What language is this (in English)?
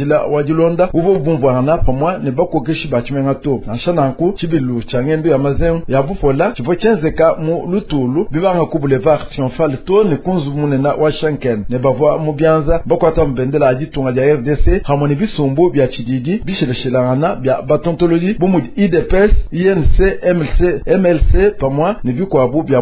Luba-Lulua